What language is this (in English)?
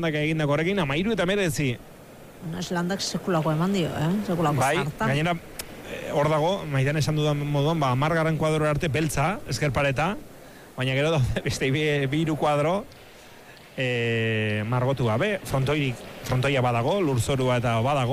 Basque